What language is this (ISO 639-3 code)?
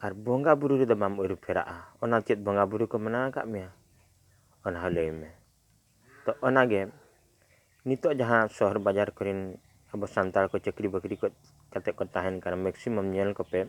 sat